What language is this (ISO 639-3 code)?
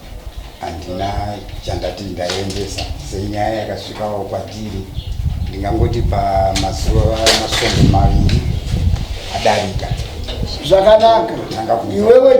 sna